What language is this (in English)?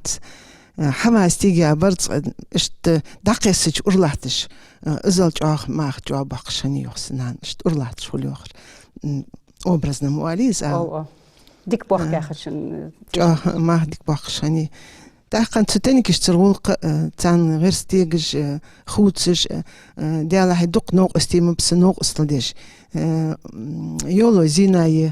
Ingush